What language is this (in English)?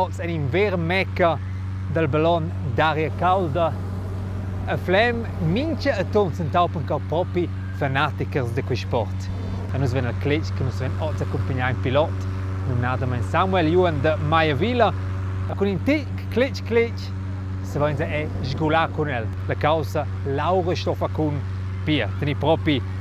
Romansh